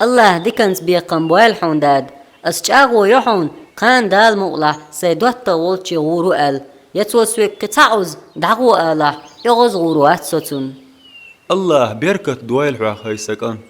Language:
Chechen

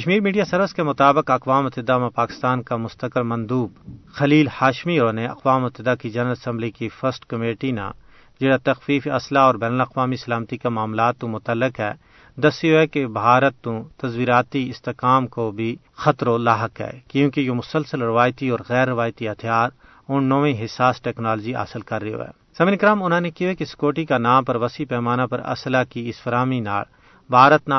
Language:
Gujari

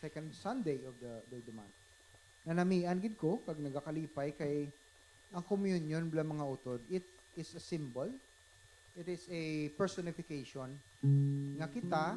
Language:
Hiligaynon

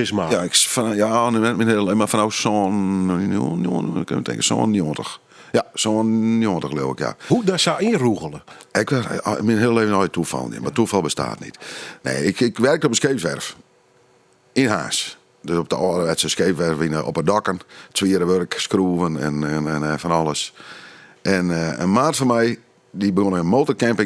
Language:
Western Frisian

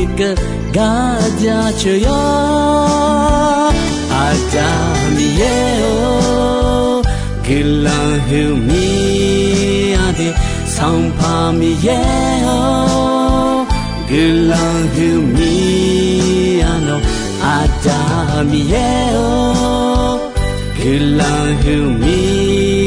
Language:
Akha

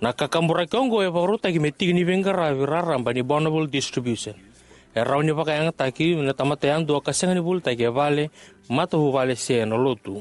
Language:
Fijian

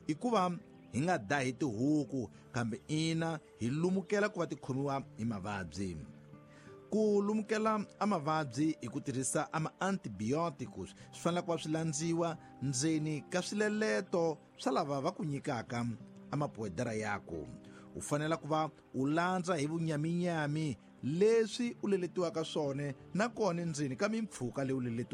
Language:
Tsonga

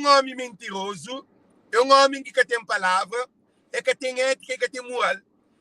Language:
Kabuverdianu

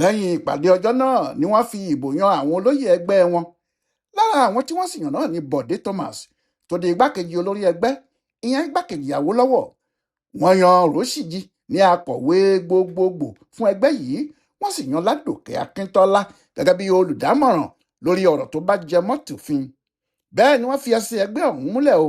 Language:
Yoruba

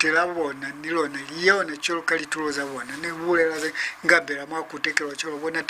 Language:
Lozi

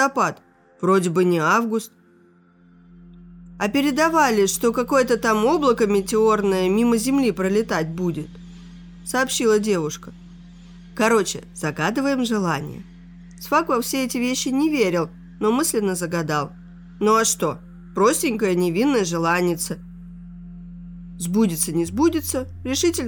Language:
Russian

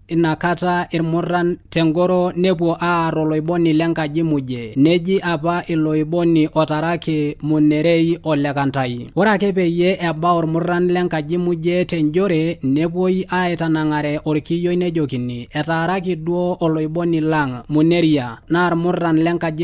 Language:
Masai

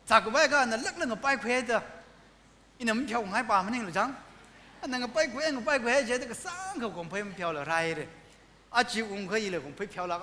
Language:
Tangkhul Naga (India)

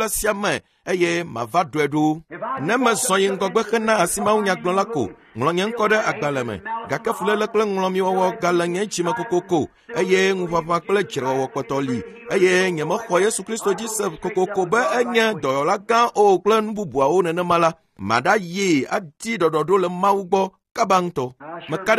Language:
Ewe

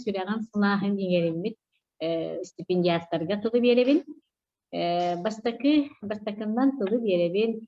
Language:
Yakut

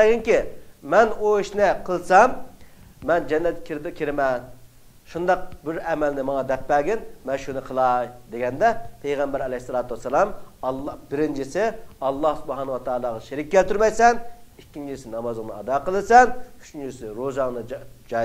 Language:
Uyghur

